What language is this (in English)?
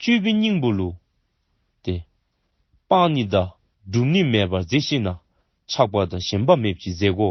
Dzongkha